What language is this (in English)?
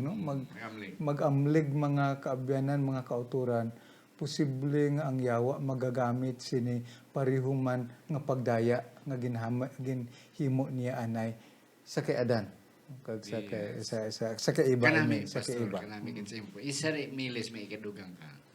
Hiligaynon